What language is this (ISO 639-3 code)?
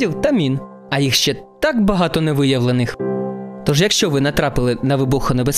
ukr